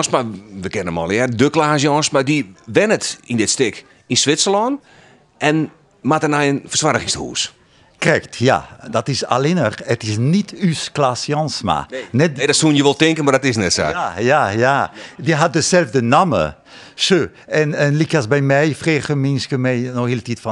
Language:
Western Frisian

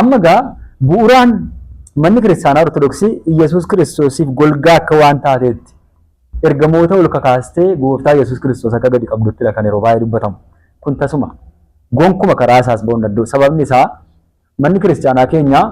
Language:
Oromo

